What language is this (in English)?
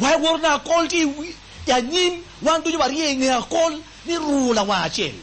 Acoli